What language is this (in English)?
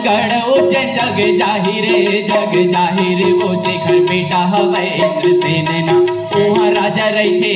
Chhattisgarhi